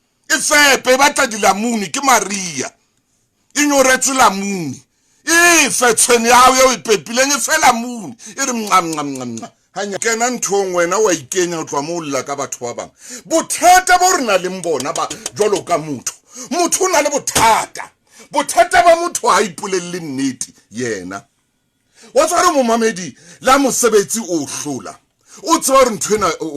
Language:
Southern Sotho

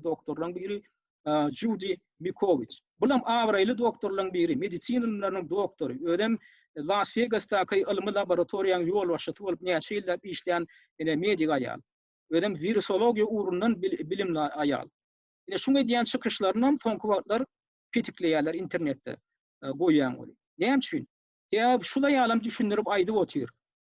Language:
Turkmen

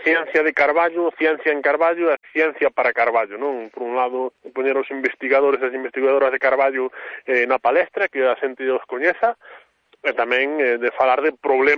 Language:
Galician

